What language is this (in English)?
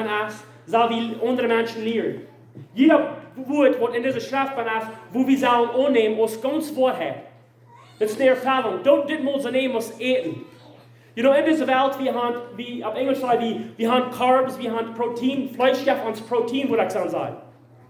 Plautdietsch